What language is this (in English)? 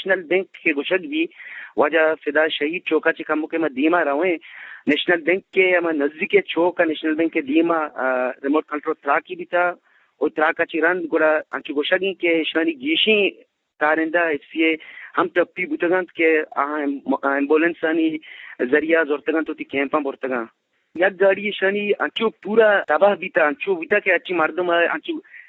Eastern Balochi